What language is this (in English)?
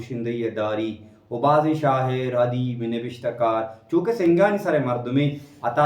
Baluchi